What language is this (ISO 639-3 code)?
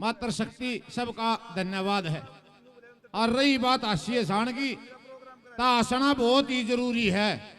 bgc